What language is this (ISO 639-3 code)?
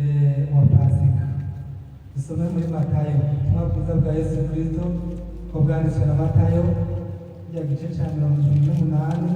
run